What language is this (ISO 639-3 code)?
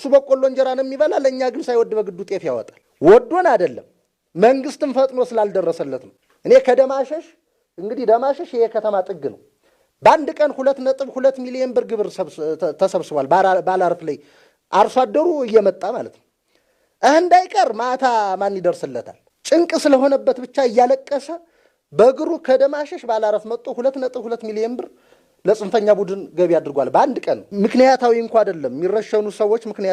amh